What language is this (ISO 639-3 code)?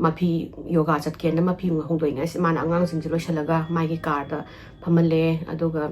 mni